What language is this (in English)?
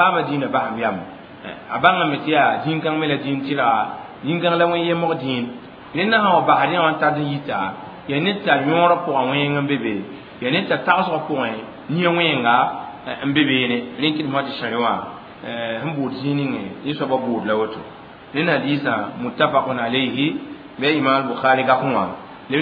Mossi